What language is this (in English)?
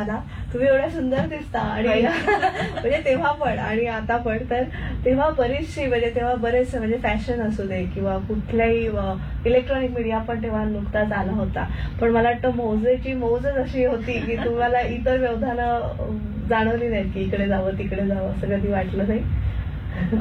Marathi